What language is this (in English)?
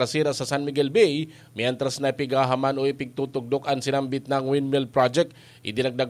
Bikol